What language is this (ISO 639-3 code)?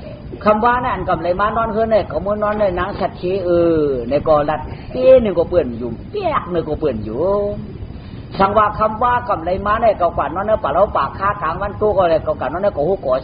shn